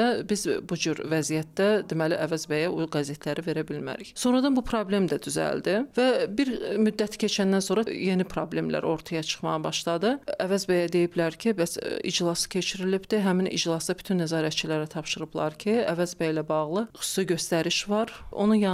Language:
Azerbaijani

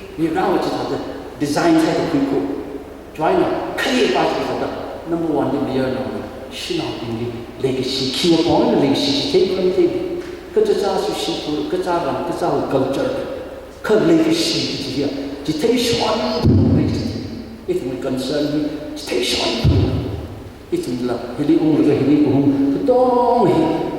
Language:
Tangkhul Naga (India)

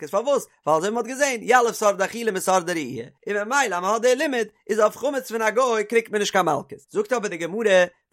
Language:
Yiddish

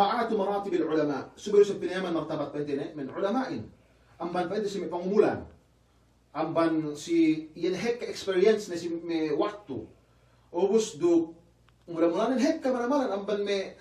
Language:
Yakan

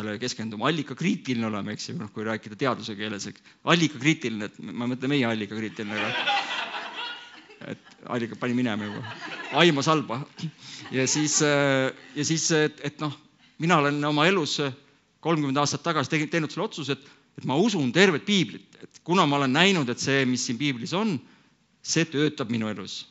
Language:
Estonian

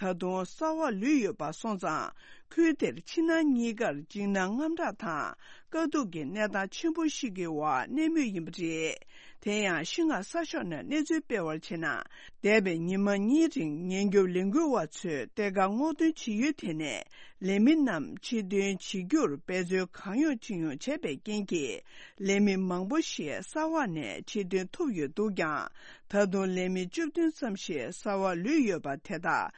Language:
Tibetan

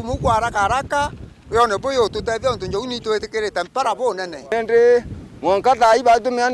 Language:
Meru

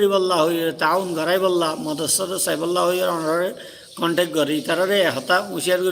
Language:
Rohingya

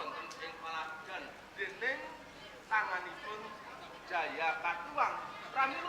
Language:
Javanese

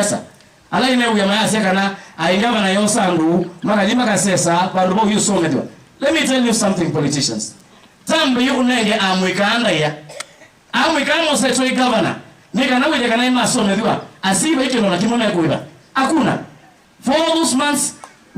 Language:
Kamba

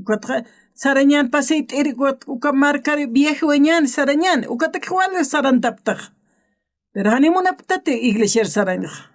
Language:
Aymara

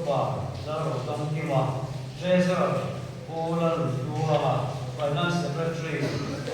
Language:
Mizo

